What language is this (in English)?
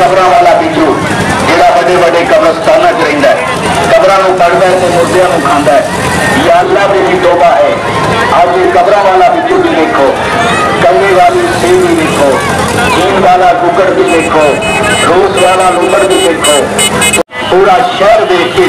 Saraiki